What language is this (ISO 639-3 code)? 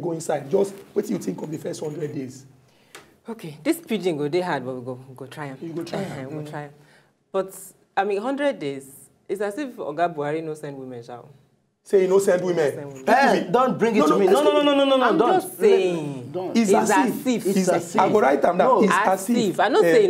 pcm